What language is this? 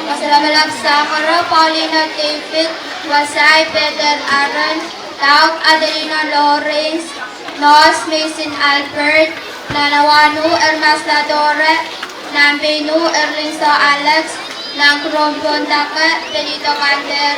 Pohnpeian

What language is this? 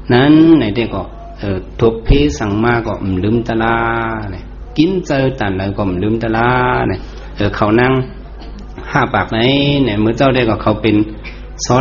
Shan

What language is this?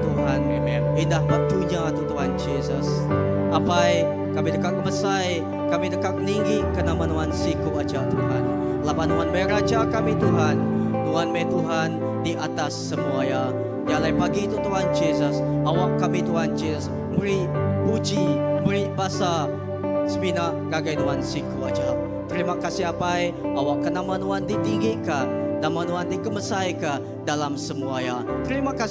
Iban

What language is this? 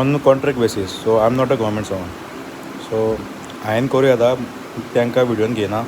Konkani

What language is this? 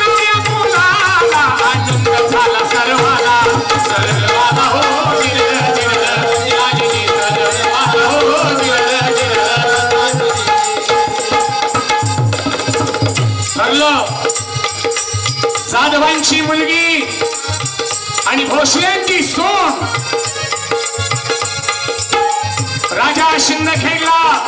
Marathi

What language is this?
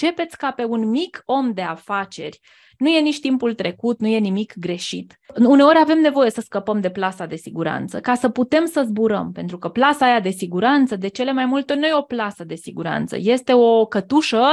Romanian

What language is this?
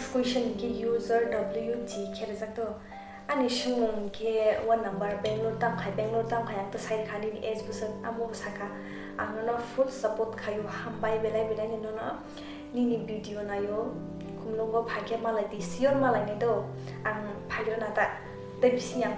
Kok Borok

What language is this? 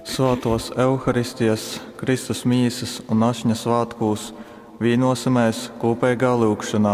Latgalian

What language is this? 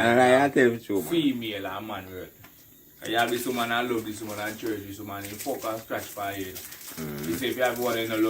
Jamaican Creole English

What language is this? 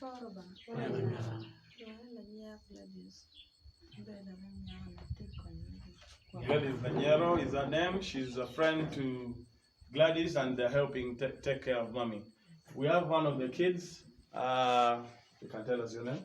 Acoli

